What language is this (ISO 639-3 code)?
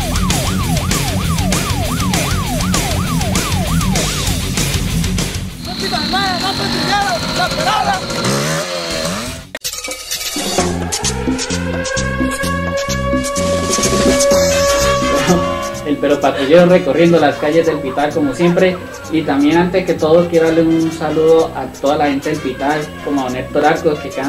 spa